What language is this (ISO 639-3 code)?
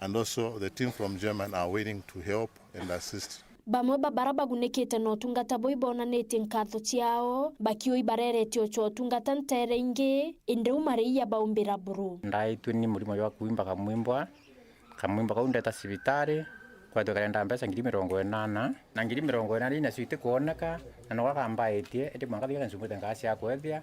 mer